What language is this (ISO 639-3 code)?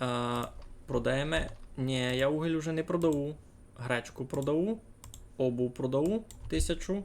rue